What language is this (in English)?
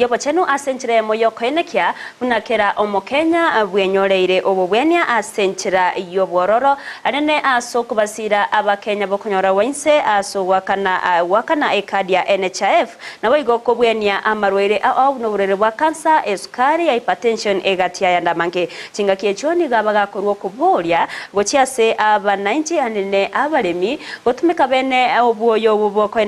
Gusii